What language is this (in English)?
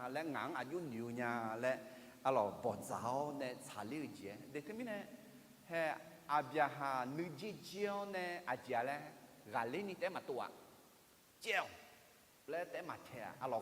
Akha